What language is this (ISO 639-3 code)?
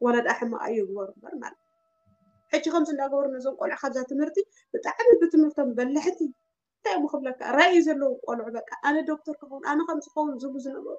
tir